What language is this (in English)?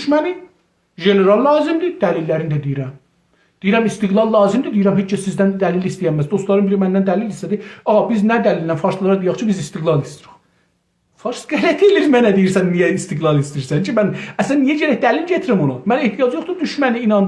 South Azerbaijani